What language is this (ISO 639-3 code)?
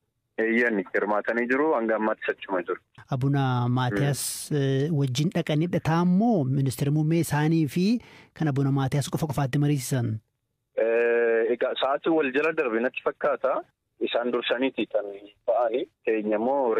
orm